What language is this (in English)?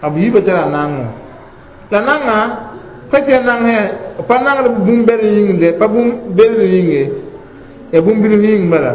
Mossi